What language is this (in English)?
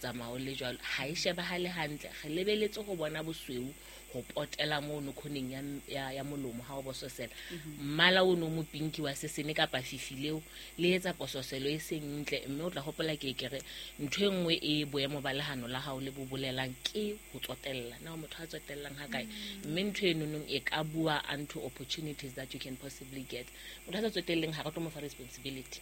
Southern Sotho